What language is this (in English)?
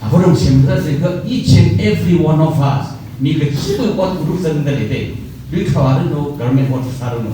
Tangkhul Naga (India)